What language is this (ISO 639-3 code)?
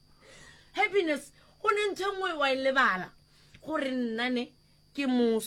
nso